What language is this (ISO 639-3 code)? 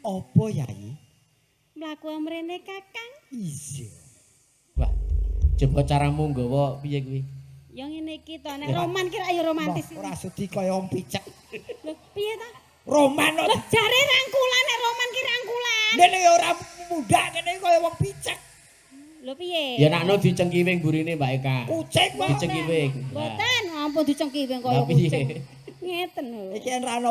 jav